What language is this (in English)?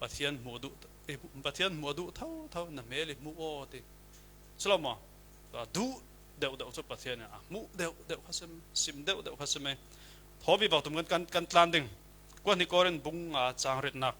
Falam Chin